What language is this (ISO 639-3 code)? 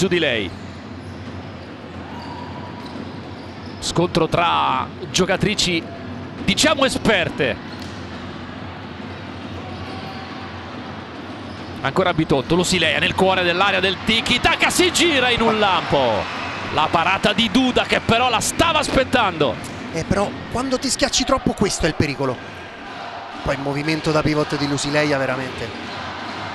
ita